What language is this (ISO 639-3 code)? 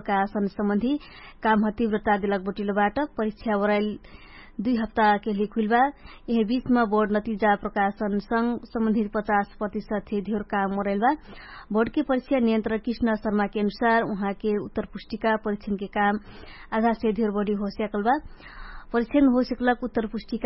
thl